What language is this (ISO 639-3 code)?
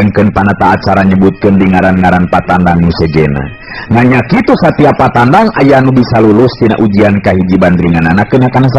sun